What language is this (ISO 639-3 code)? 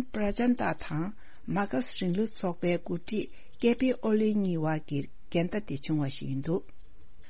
bod